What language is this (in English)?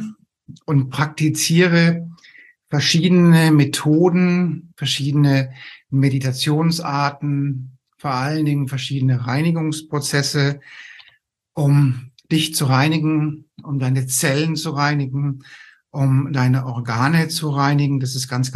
German